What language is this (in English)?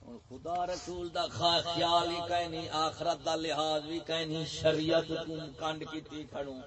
Saraiki